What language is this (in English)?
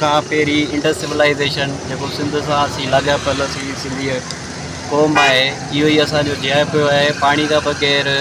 Sindhi